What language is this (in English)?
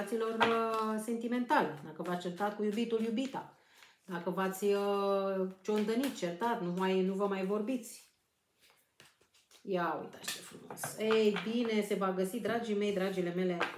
Romanian